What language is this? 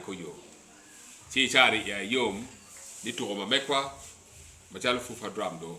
Acoli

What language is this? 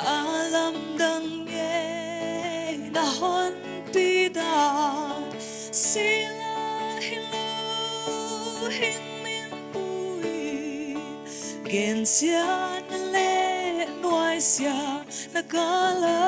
Paite Chin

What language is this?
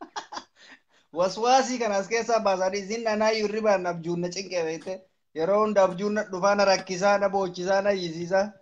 Oromo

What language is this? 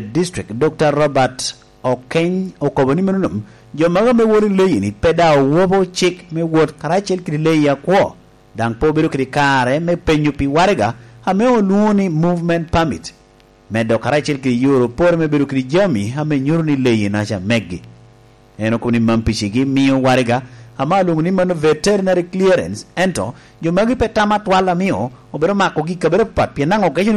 Lango (Uganda)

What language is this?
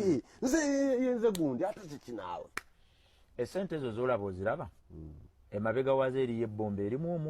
Ganda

